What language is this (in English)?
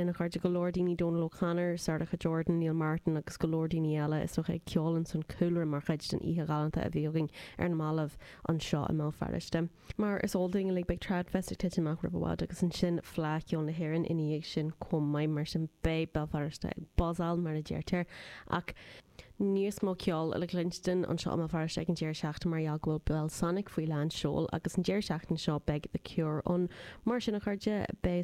Irish